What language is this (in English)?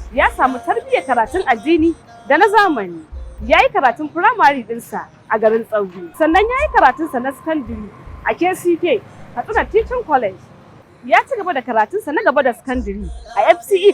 Hausa